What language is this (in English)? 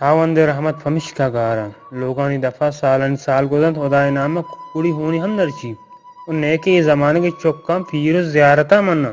Eastern Balochi